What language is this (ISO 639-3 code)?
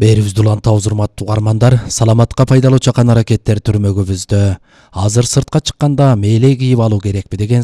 kir